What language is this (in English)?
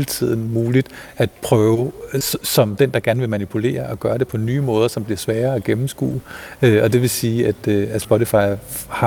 Danish